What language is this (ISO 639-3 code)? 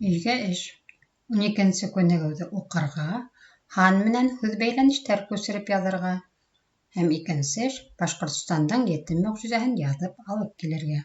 bak